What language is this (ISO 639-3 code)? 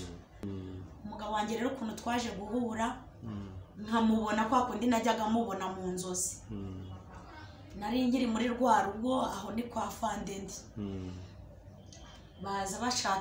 kin